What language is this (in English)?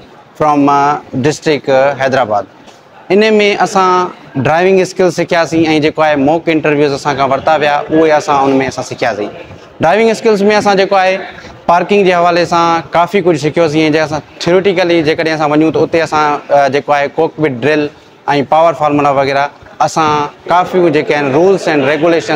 Sindhi